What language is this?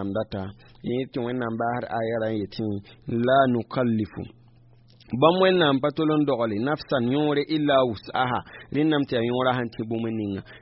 Mossi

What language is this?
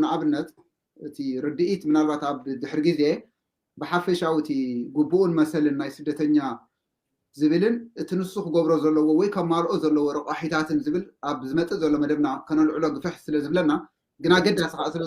Tigrinya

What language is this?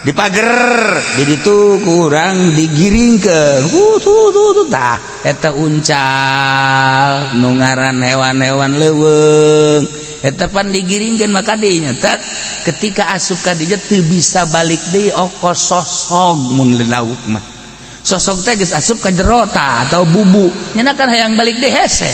Sundanese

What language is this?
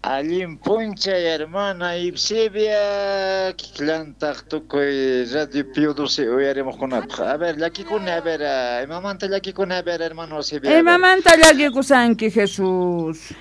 Quechua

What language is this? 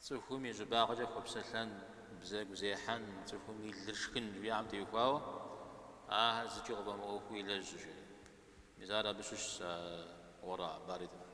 Kabardian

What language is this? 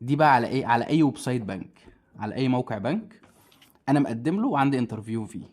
Egyptian Arabic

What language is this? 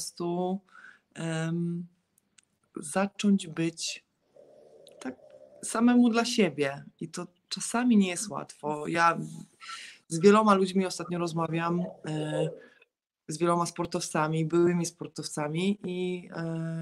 Polish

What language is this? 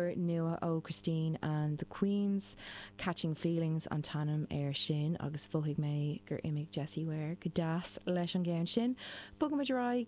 Irish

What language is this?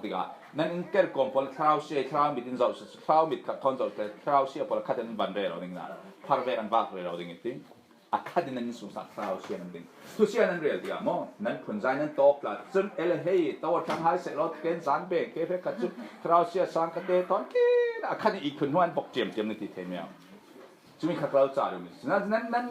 Falam Chin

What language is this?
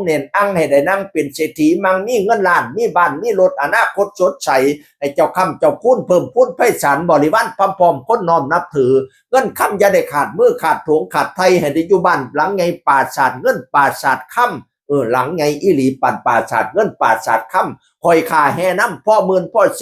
Northeastern Thai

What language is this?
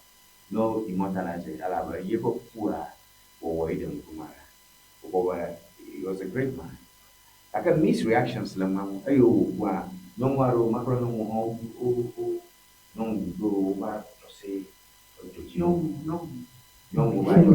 Ewe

